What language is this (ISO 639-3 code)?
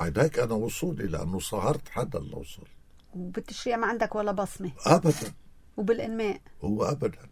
apc